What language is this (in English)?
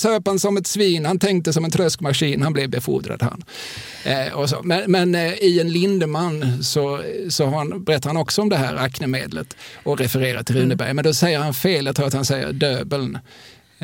Swedish